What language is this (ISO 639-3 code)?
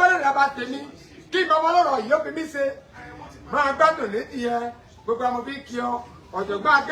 yor